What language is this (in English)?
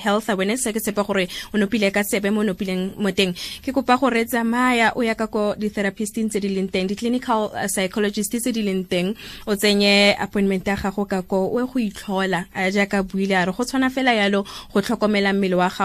Tswana